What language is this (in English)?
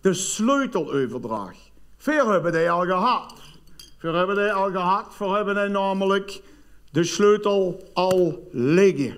Limburgish